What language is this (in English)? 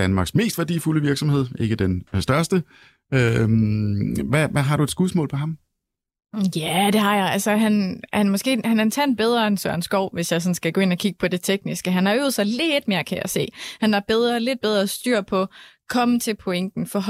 Danish